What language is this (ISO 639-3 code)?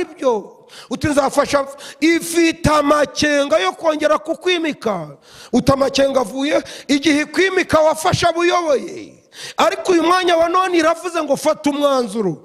kin